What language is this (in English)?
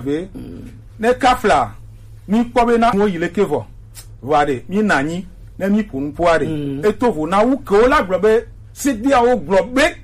Gen